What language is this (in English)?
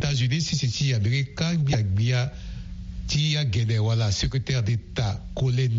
Sango